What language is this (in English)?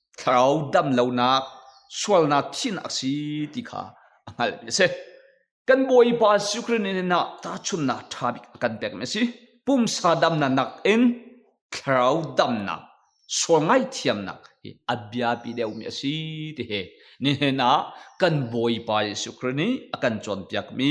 Hakha Chin